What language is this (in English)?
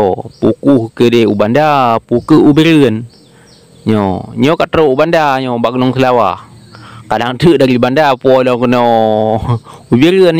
Achinese